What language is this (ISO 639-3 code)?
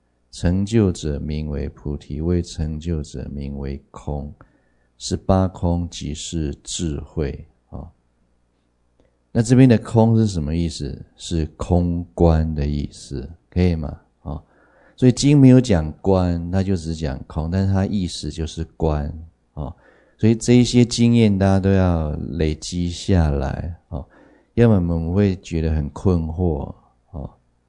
zho